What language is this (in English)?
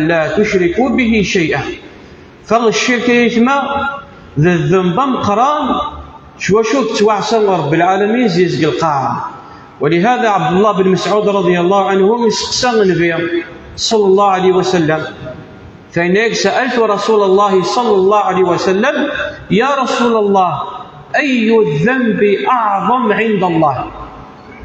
Kabyle